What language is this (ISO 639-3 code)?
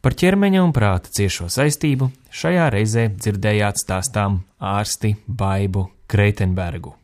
lav